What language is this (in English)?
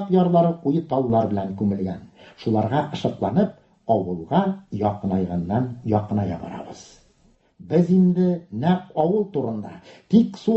Tatar